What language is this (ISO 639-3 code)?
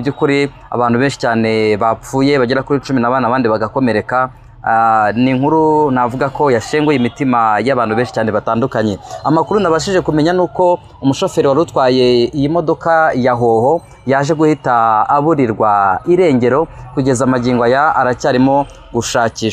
kin